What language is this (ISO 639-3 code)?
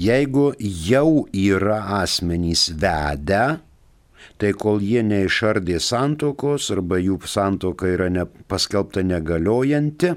lit